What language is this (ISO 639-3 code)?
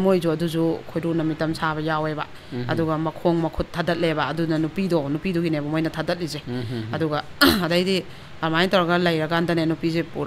mni